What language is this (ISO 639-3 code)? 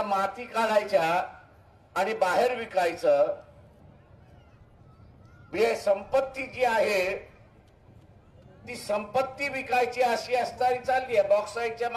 mar